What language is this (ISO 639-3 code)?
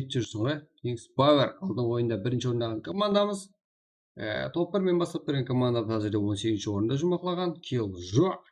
kaa